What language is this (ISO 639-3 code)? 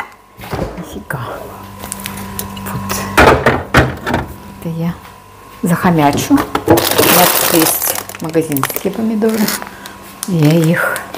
rus